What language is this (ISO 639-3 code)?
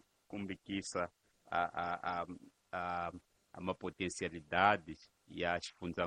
tso